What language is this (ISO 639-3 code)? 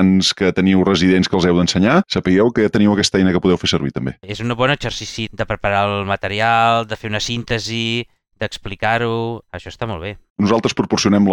cat